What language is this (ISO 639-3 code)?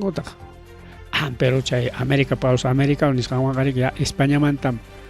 quy